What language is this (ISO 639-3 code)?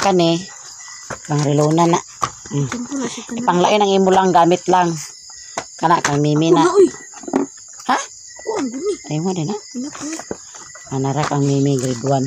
ceb